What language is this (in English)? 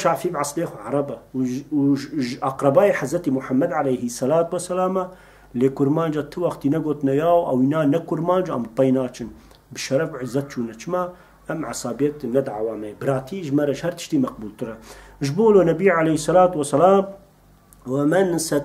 Kurdish